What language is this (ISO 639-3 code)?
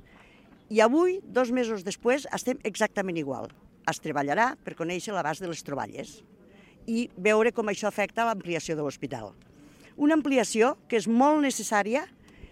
cat